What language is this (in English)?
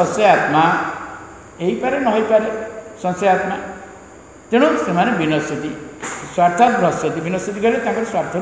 Odia